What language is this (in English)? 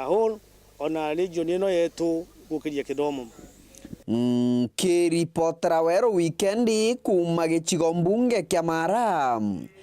Meru